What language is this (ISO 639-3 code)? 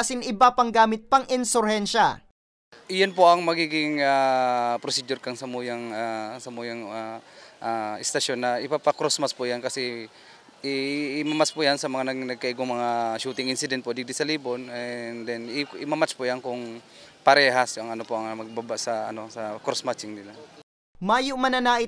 bik